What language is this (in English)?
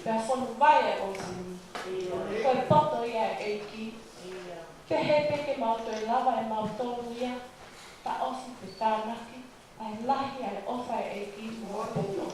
Tongan